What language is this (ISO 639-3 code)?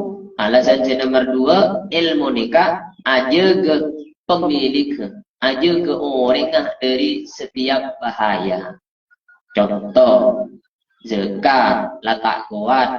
mad